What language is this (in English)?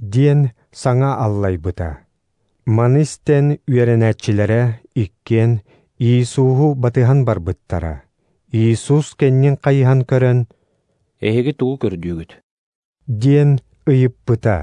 Yakut